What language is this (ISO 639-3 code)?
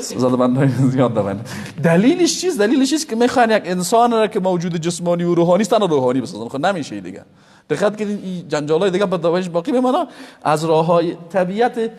fas